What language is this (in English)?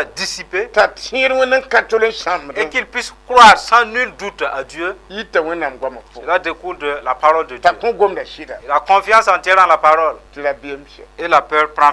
Mossi